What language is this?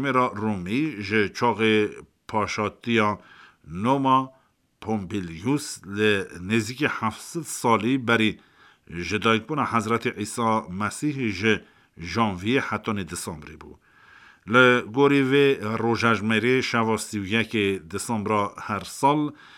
Kurdish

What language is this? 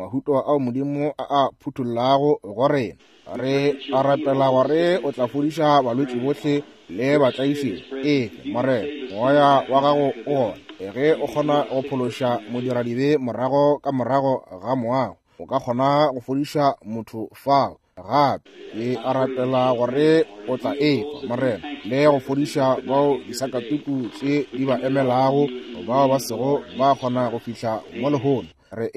Northern Sotho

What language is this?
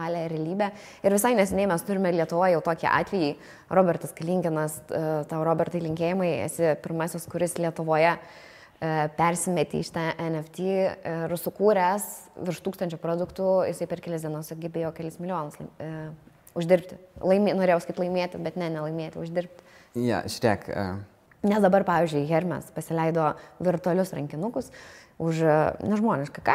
Lithuanian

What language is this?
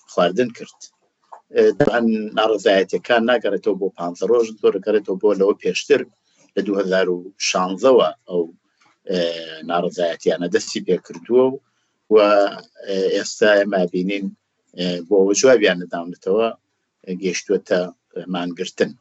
Central Kurdish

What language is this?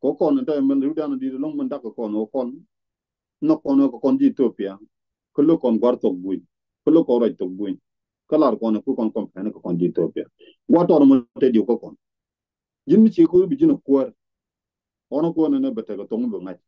Nuer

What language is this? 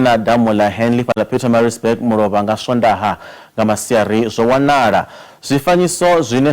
Venda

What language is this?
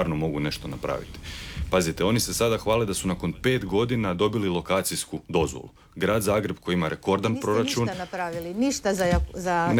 Croatian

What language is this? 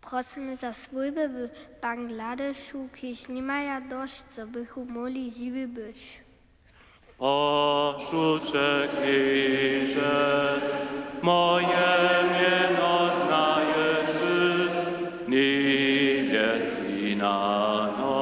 Upper Sorbian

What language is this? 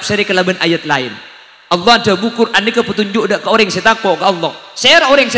Madurese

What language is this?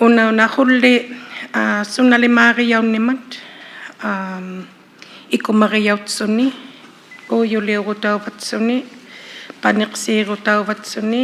Inuktitut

